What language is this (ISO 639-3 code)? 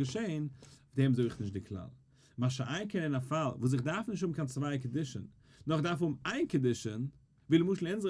yid